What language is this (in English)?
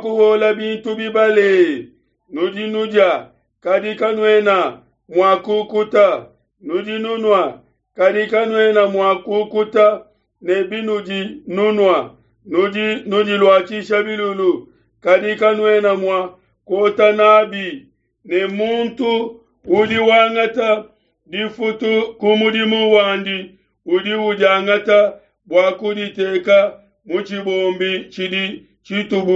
Luba-Lulua